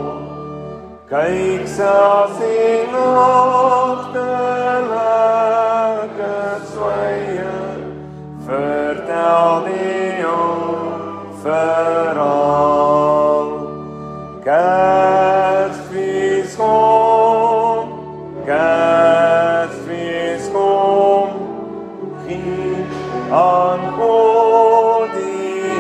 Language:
Afrikaans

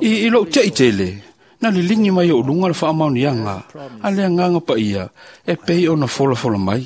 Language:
Samoan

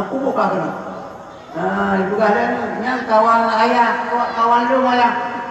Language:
Achinese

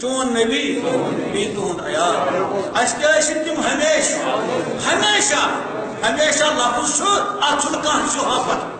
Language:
Kashmiri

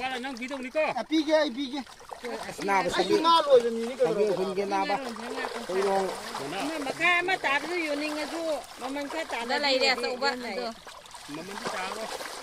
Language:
Manipuri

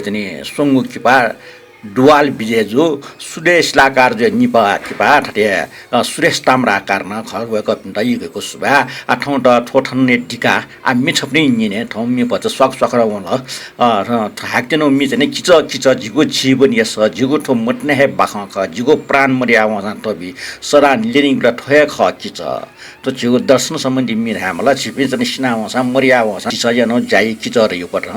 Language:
Newari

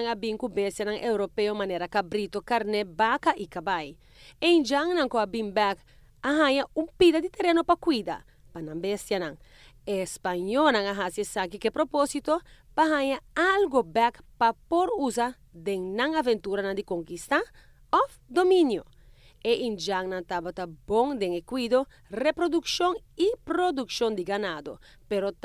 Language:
Papiamento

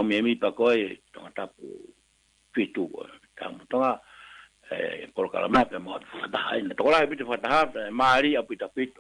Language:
Tongan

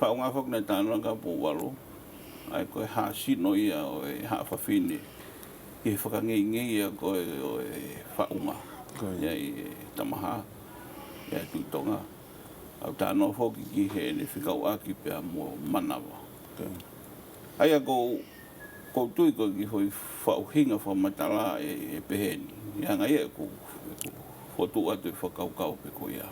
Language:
Tongan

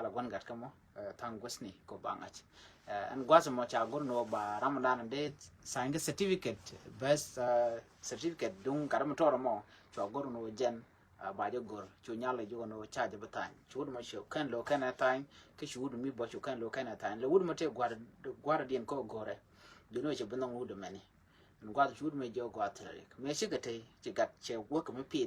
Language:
Nuer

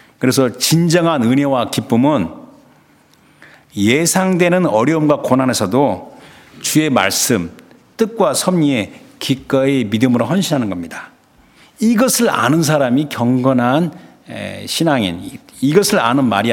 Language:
Korean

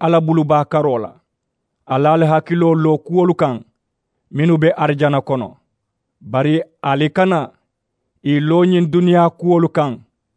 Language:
Mandingo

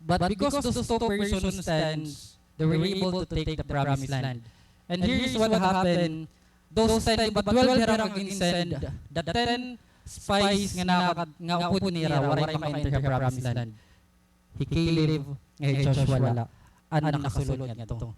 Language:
Waray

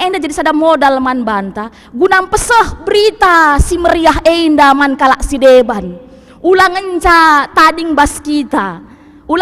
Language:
Batak Karo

